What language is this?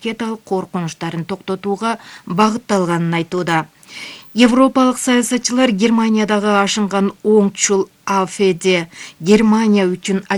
Kyrgyz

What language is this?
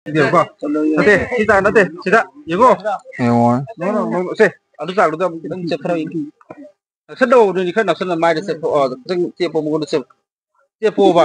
Manipuri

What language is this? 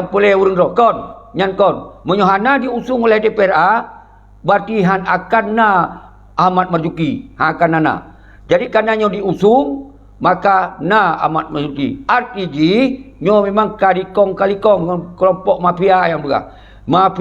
Achinese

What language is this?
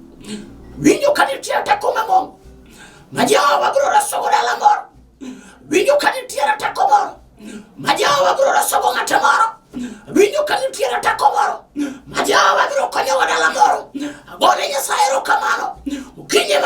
Luo (Kenya and Tanzania)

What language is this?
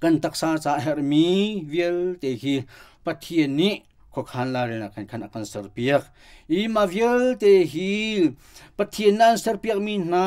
Hakha Chin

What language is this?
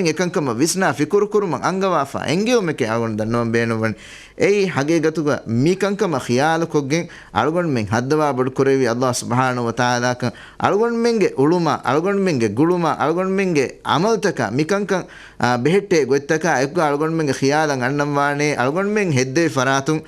Divehi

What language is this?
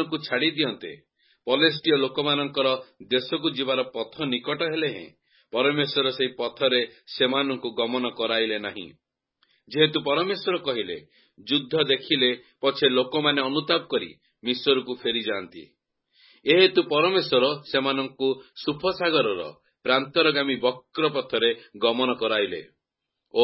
Odia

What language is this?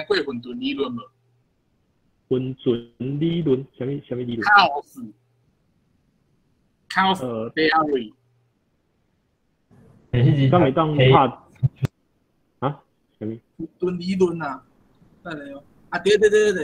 Min Nan Chinese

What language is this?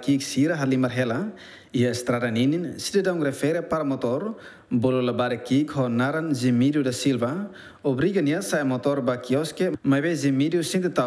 Tetum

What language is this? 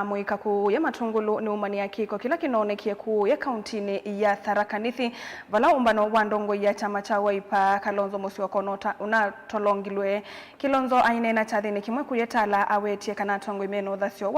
Kamba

